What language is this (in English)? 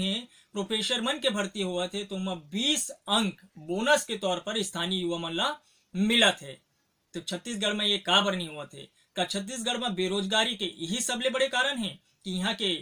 Chhattisgarhi